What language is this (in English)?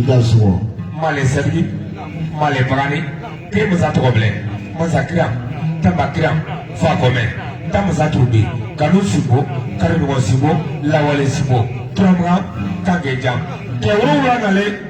Bambara